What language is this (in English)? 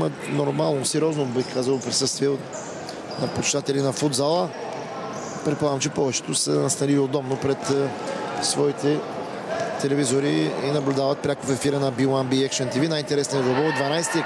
Bulgarian